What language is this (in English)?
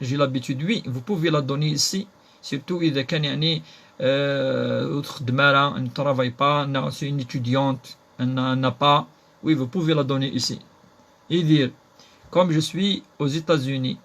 Kabyle